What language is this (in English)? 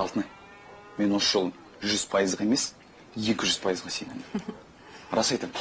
Kazakh